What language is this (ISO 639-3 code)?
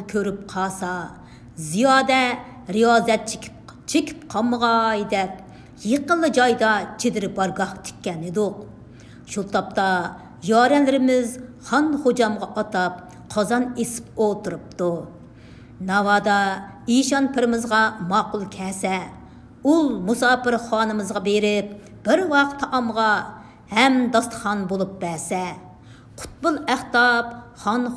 uig